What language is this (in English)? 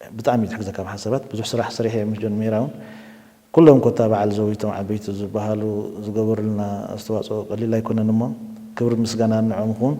Tigrinya